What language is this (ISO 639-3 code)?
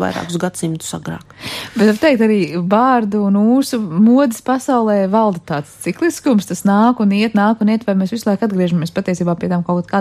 lav